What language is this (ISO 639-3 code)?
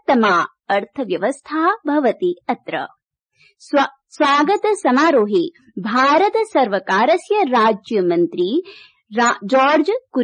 san